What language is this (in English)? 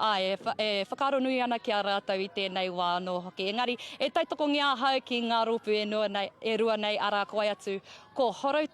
Māori